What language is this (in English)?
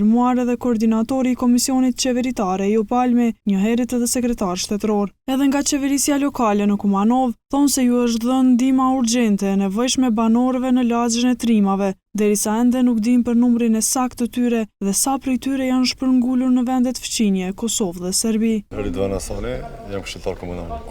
Albanian